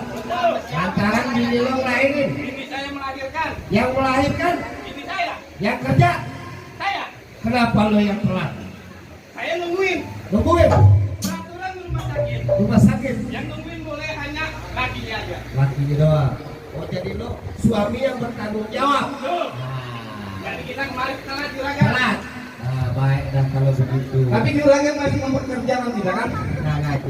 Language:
Betawi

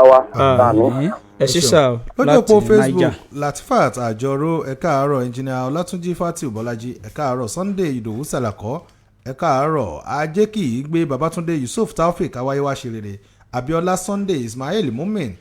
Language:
Yoruba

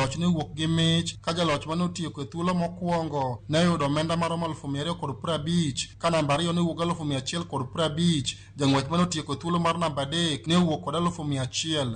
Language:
Luo (Kenya and Tanzania)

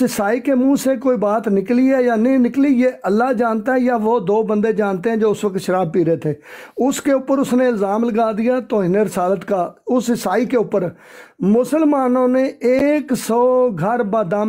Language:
Urdu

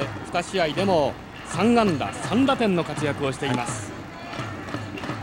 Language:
Japanese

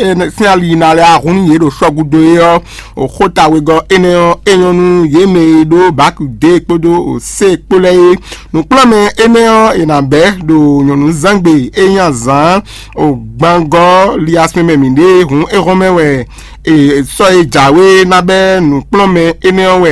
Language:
Fon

